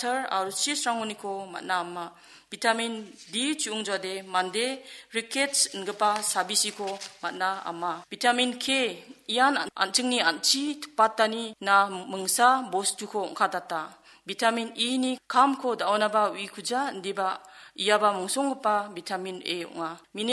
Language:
Garo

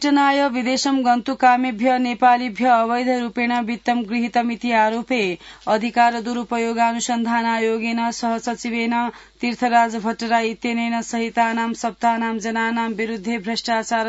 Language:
Sanskrit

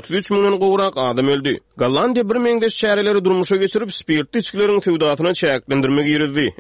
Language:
Turkmen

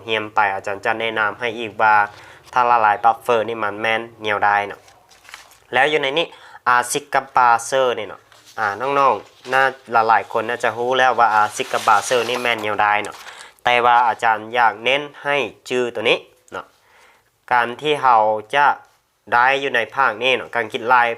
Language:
Lao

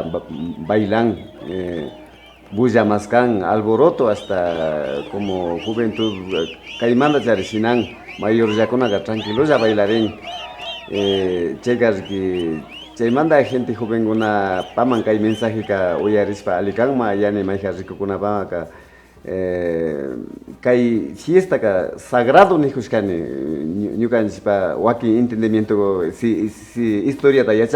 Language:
Imbabura Highland Quichua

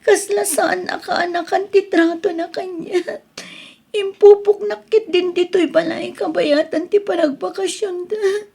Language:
Iloko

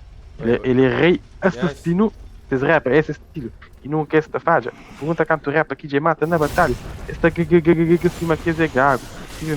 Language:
Kabuverdianu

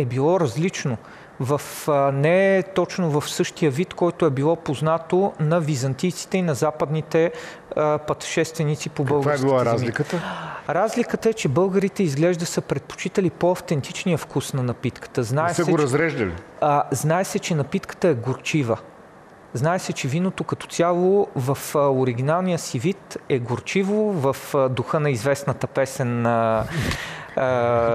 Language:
Bulgarian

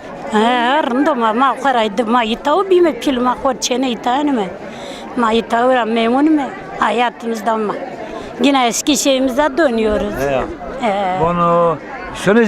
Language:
Zaza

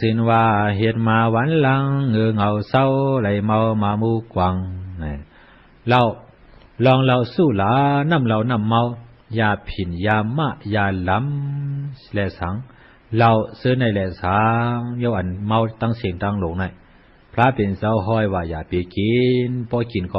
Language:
Shan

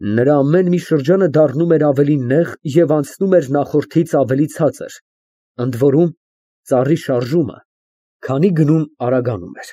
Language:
Armenian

